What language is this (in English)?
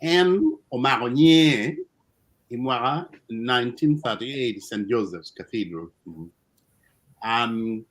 Acoli